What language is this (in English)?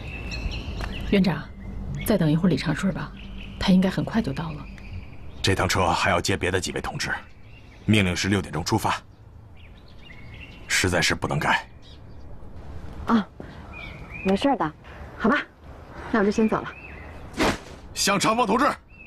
Chinese